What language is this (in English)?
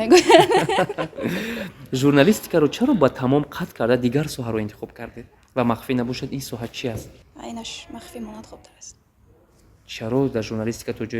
Tajik